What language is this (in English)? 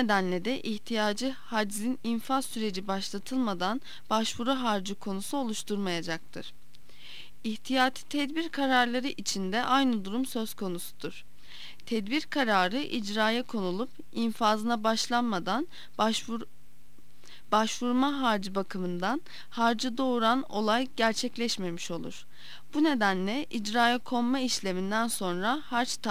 Turkish